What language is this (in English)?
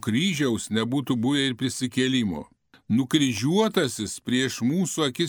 Lithuanian